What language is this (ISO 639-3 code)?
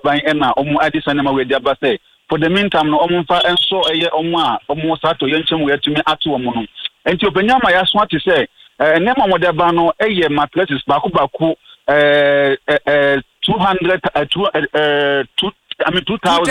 aka